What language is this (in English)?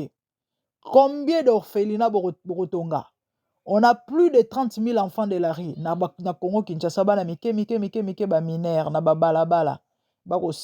Lingala